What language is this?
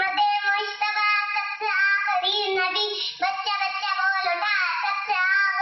Urdu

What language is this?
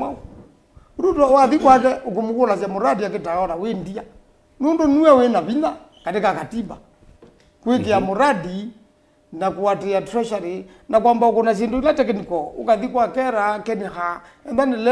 Kamba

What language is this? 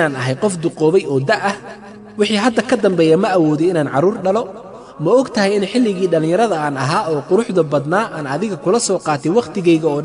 Somali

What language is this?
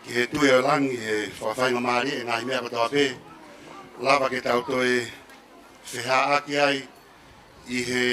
Tongan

